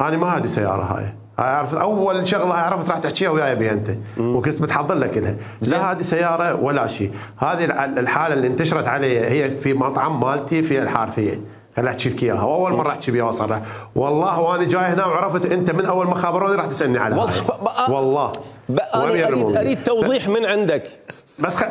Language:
Mesopotamian Arabic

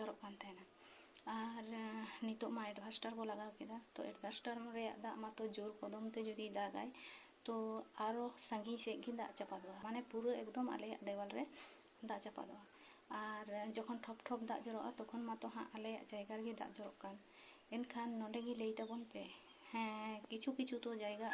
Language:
Santali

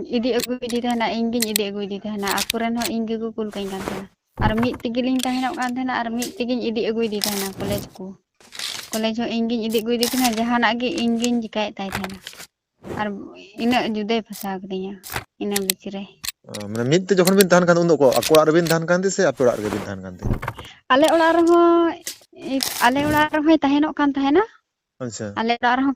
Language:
Santali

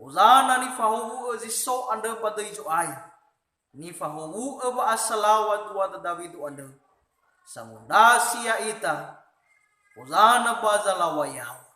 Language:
Nias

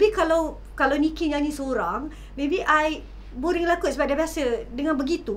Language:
Malay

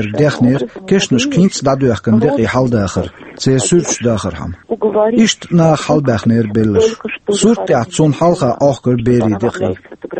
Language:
Chechen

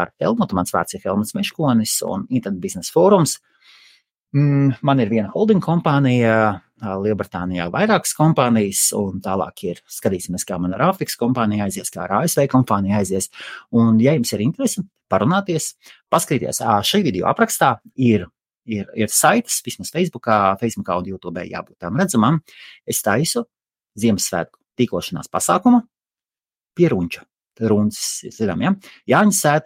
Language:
Latvian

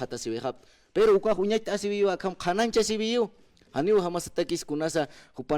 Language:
Aymara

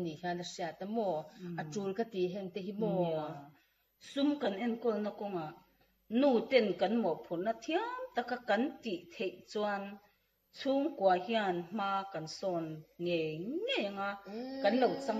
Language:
Mizo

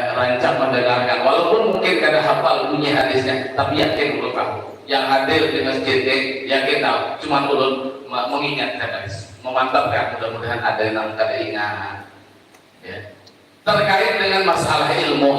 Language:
Banjar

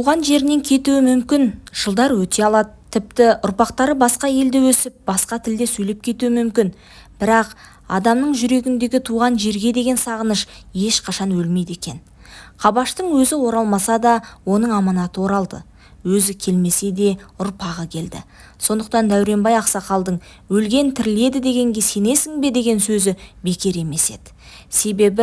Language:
Kazakh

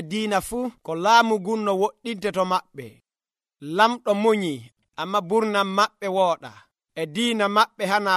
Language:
Nigerian Fulfulde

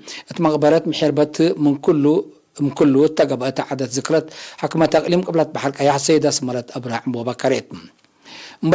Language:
Tigre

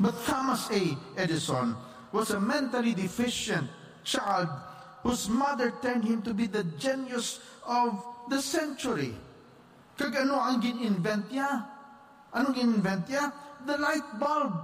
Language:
Hiligaynon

